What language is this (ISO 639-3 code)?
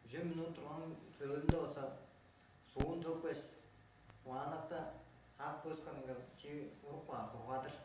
tyv